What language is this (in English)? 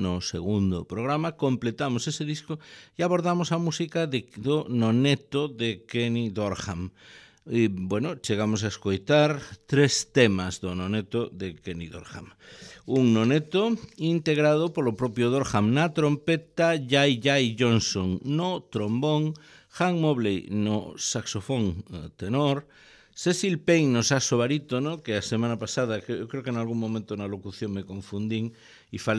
Galician